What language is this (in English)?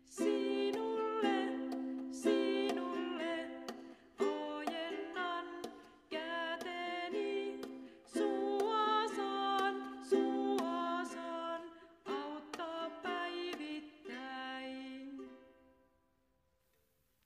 Finnish